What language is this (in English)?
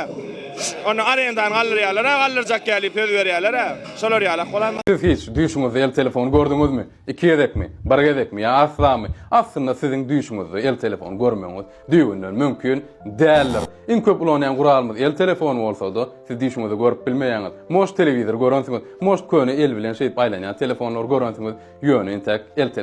Turkmen